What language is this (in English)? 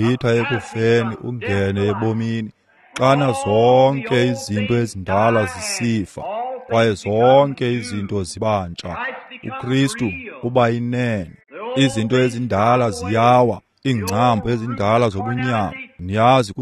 Xhosa